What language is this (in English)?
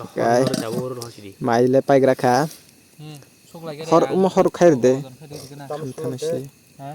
Kok Borok